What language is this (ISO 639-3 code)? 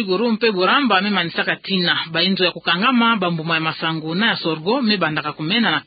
ktu